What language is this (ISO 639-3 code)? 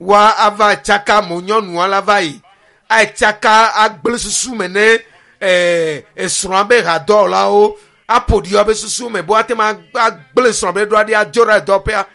ewe